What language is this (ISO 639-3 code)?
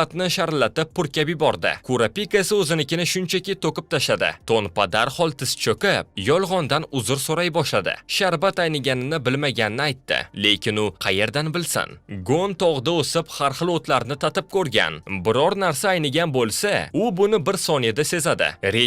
uzb